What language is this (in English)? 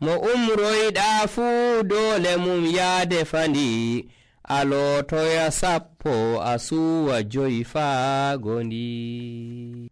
Nigerian Fulfulde